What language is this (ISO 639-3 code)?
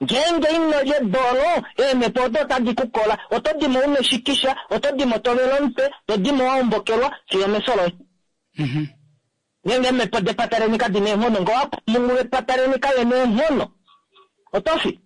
kua